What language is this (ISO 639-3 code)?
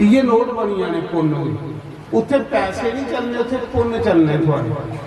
doi